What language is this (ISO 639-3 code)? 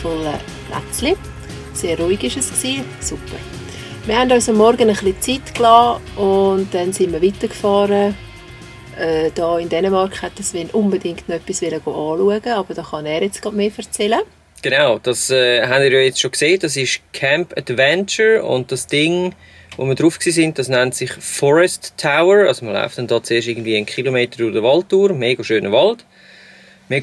gsw